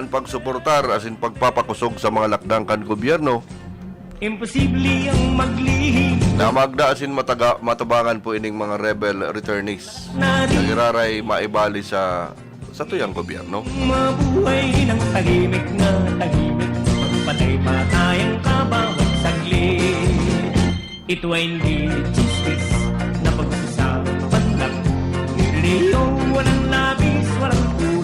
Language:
Bikol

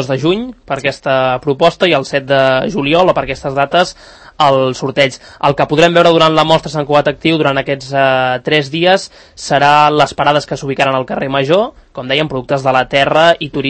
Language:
Catalan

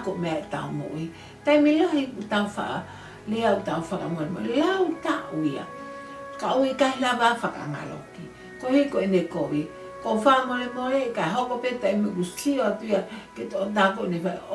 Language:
Tongan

